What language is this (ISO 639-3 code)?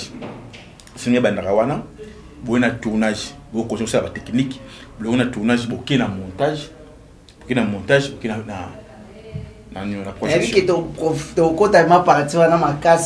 lin